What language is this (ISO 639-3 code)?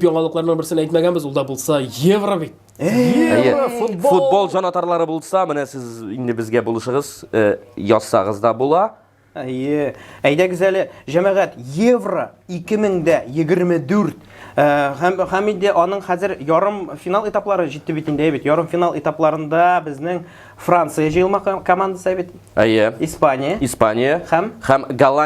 tat